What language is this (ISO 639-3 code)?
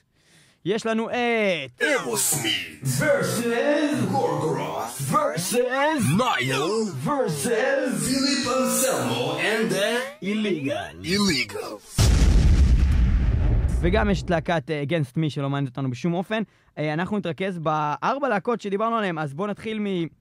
heb